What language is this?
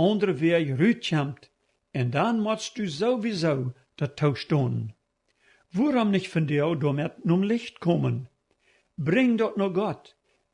Plautdietsch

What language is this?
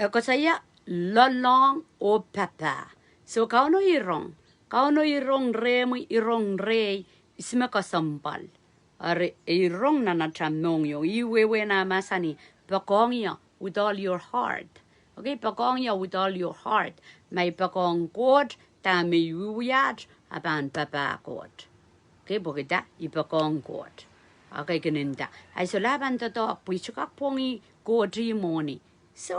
Pohnpeian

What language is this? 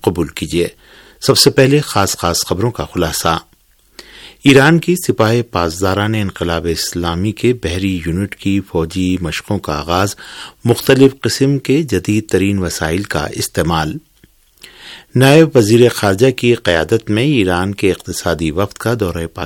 Urdu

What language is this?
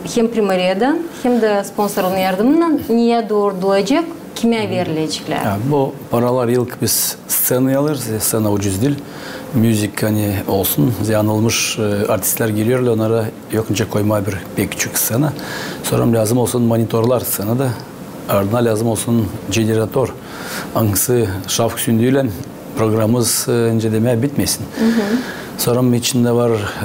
Gagauz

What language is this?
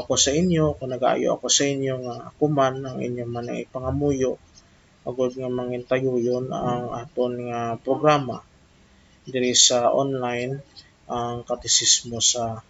Hiligaynon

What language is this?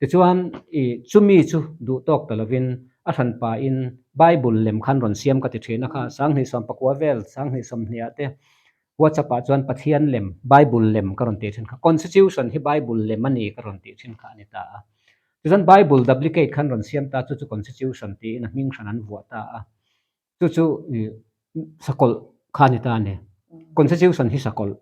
Mizo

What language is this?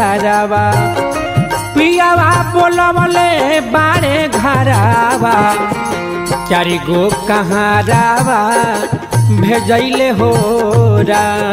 Bhojpuri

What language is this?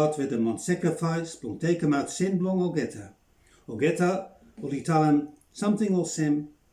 Bislama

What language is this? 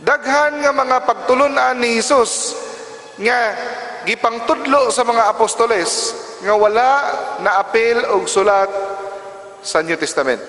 Cebuano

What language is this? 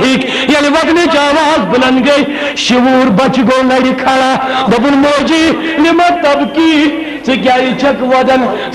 Kashmiri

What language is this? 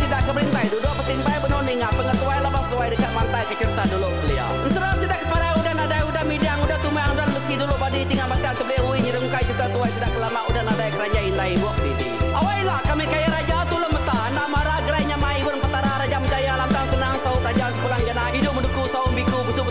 Iban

